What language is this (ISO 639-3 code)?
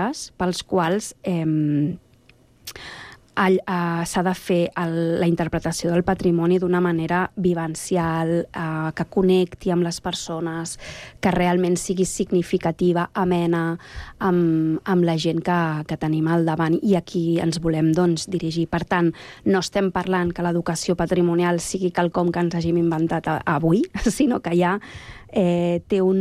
cat